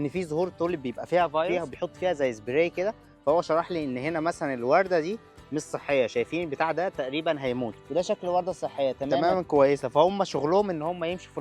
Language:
Egyptian Arabic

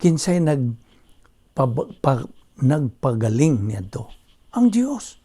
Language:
Cebuano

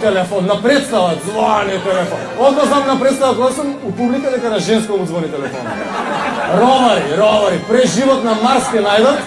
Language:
Macedonian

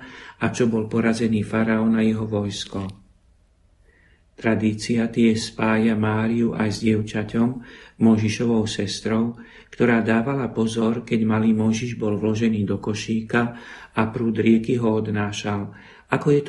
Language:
Slovak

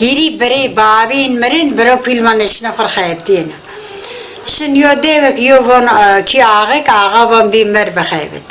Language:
Zaza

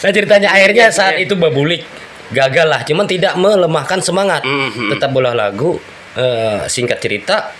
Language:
Banjar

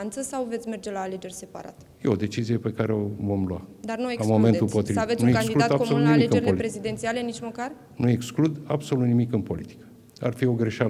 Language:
Romanian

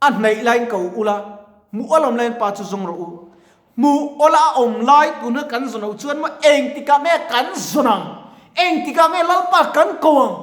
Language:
Mizo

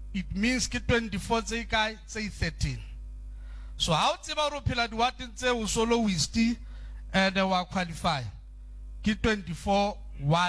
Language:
Southern Sotho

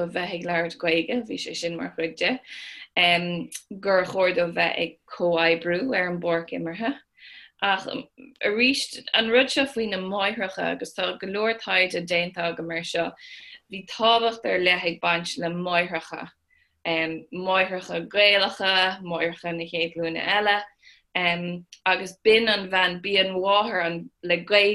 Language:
Irish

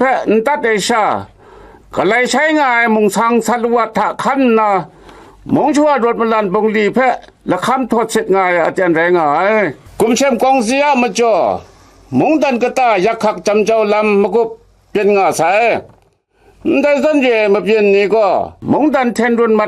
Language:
Kachin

